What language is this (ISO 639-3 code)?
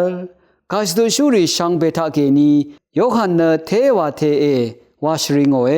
raw